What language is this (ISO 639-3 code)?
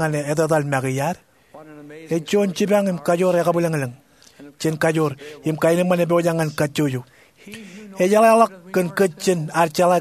mah